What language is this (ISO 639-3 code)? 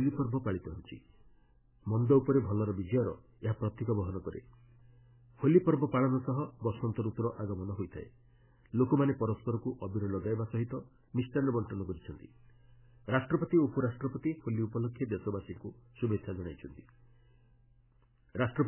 ori